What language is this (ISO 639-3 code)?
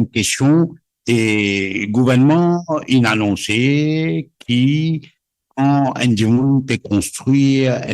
mfe